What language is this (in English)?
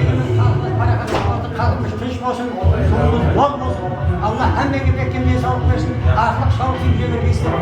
Kara-Kalpak